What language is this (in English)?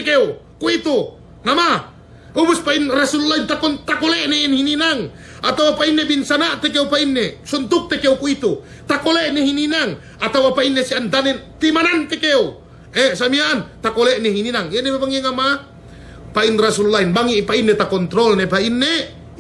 Yakan